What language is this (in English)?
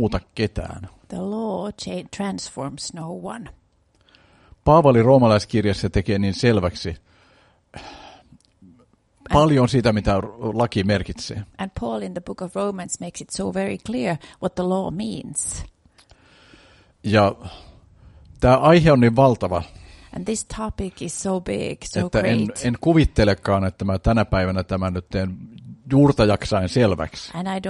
Finnish